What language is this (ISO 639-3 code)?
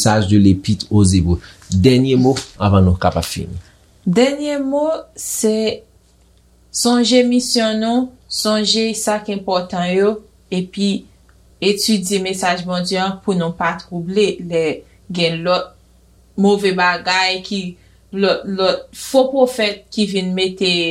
hat